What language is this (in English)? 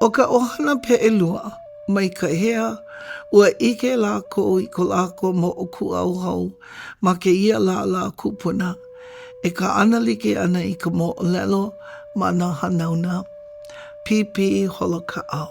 Hawaiian